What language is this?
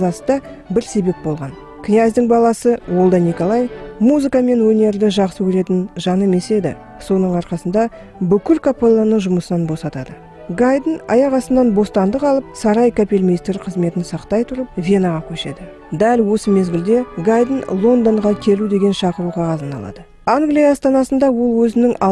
Kazakh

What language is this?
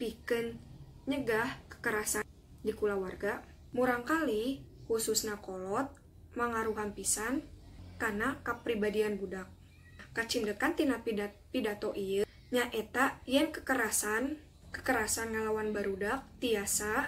Sundanese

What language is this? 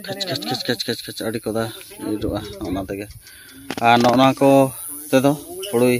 Santali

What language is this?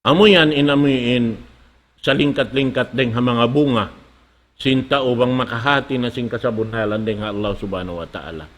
Tausug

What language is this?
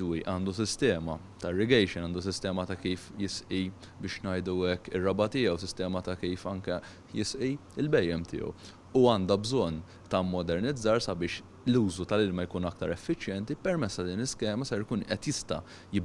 Maltese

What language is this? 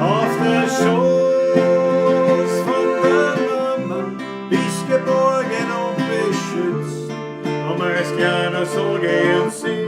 Bavarian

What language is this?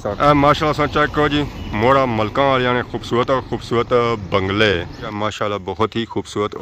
Pahari-Potwari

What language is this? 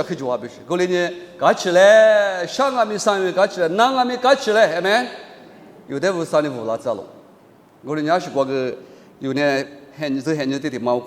Lisu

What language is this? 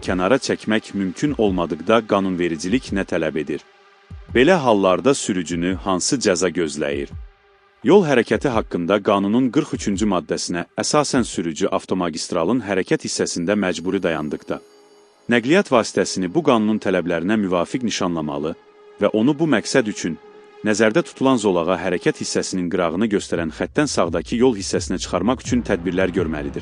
Azerbaijani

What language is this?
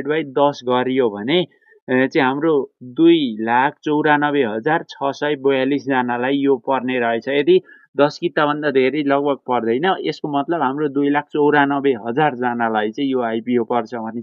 Nepali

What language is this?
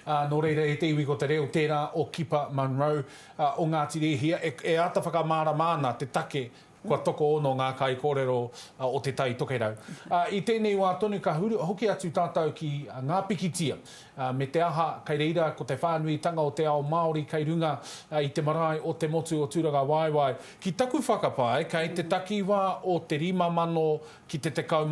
Māori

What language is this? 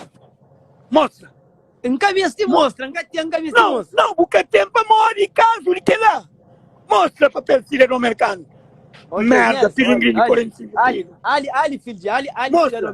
Kabuverdianu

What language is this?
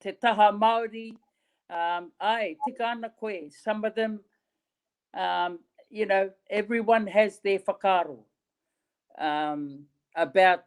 Māori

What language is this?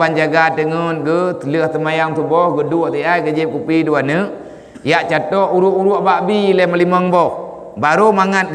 Achinese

